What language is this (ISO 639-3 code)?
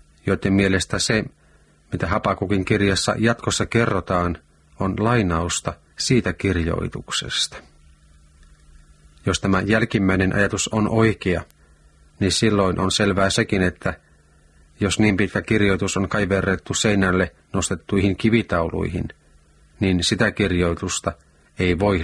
fin